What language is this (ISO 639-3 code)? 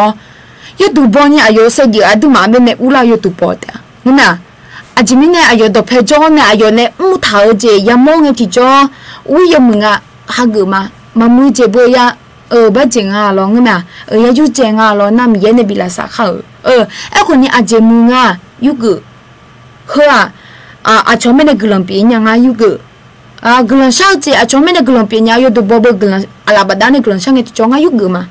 ahk